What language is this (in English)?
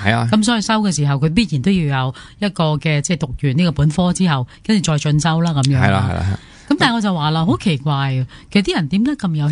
Cantonese